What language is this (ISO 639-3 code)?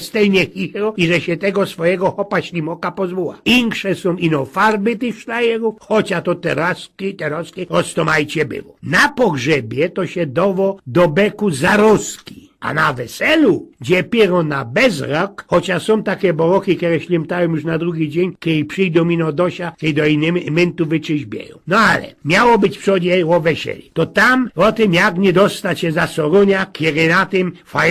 szl